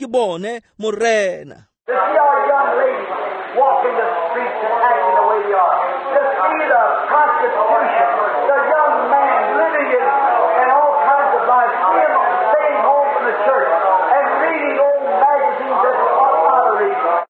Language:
Tswana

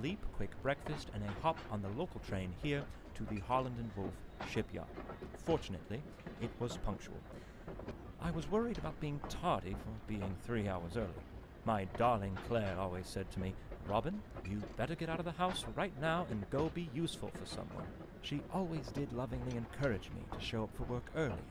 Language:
English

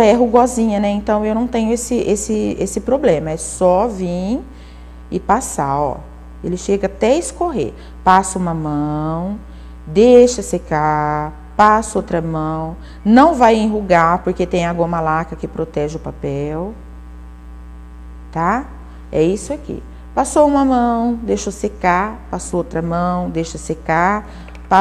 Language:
Portuguese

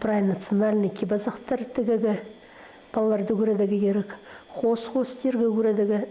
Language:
Khakas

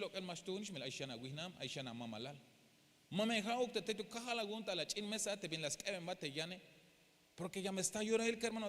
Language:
Tzeltal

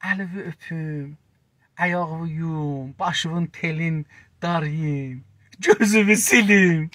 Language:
South Azerbaijani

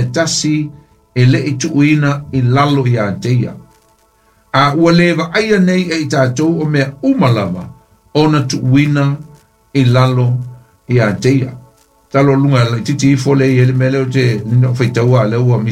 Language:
Samoan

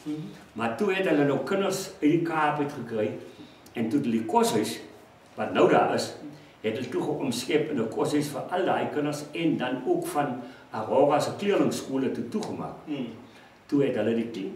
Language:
Afrikaans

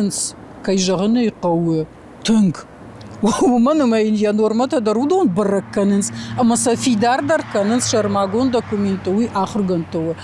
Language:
Ossetic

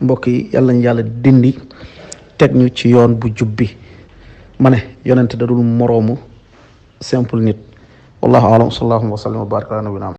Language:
Wolof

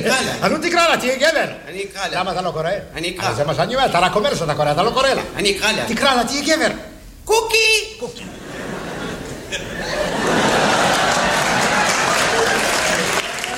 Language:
Hebrew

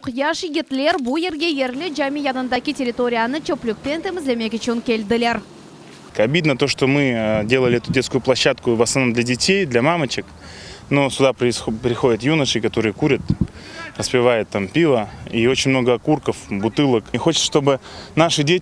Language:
Crimean Tatar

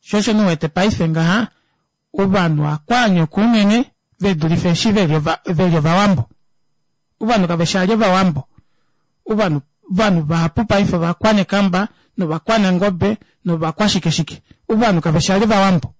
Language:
Kuanyama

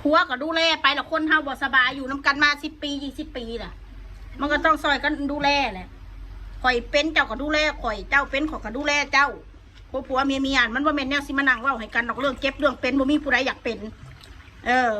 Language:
Northeastern Thai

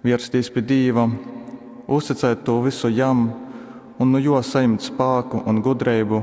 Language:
Latgalian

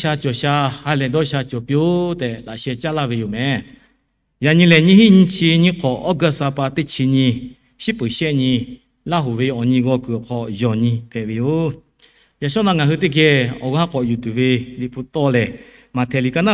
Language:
Lahu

